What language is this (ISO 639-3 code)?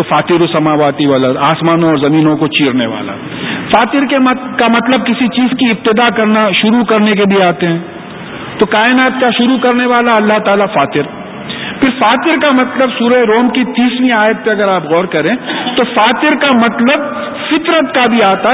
urd